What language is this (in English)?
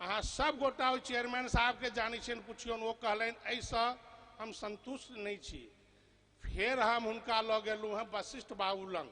Maithili